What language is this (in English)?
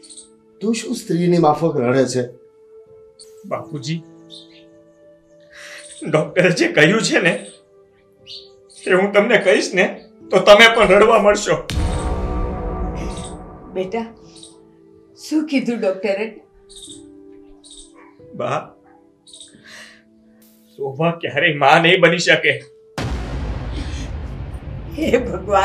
Gujarati